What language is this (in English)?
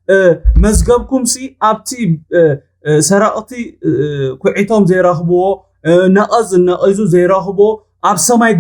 Tigrinya